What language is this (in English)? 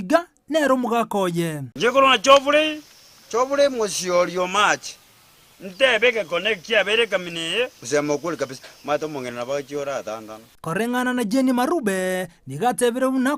Gusii